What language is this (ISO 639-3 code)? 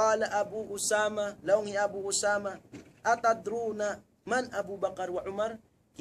tsg